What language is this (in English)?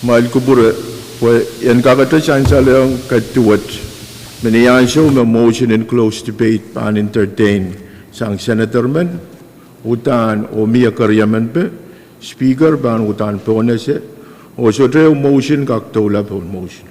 Pohnpeian